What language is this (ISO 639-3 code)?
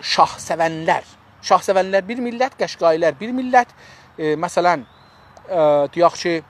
azb